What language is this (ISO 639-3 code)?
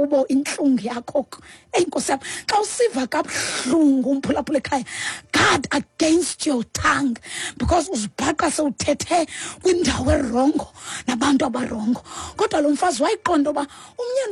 xho